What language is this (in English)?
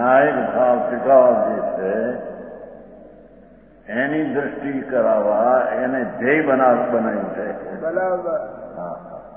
Gujarati